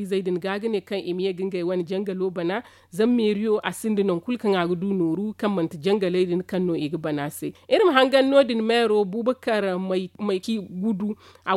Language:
Zarma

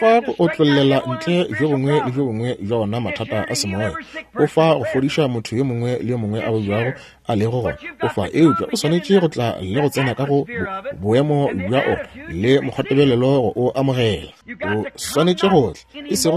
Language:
Northern Sotho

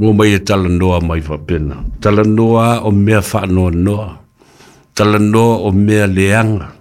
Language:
Samoan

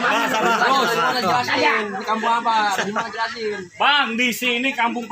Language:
Betawi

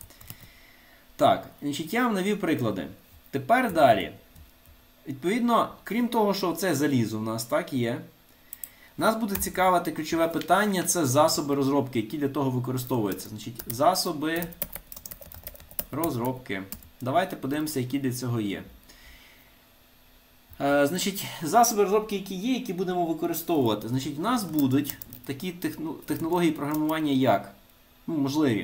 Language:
Ukrainian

